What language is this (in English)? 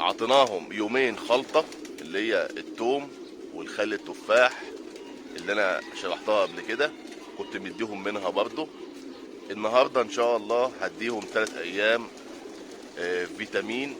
Egyptian Arabic